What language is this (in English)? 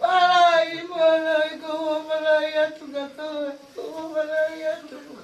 Tongan